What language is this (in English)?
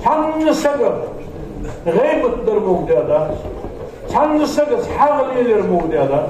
Ingush